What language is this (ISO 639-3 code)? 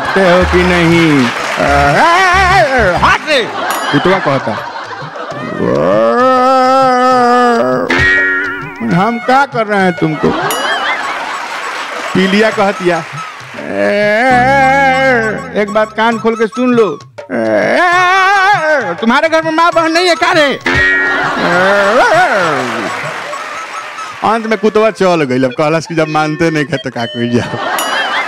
bho